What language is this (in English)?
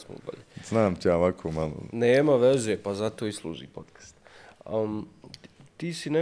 Bosnian